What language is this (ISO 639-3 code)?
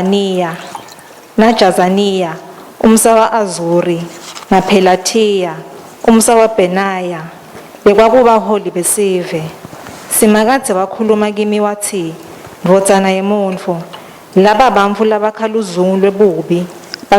ssw